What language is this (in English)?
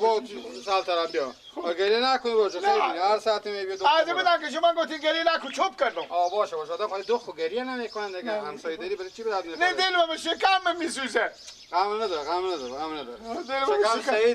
Persian